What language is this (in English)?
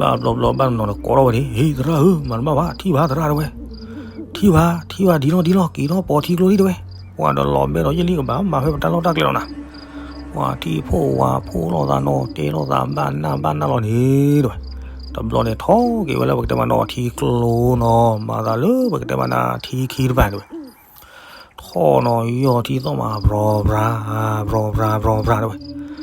S'gaw Karen